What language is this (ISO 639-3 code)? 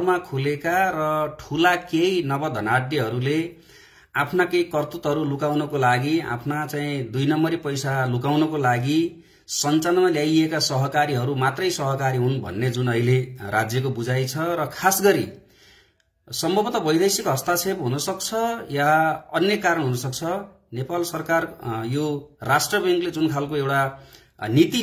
nep